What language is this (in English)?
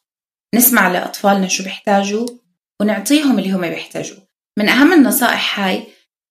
North Levantine Arabic